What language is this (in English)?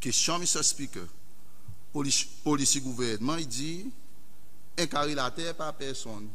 Seselwa Creole French